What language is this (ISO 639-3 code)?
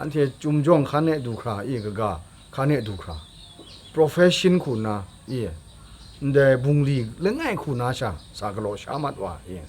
kac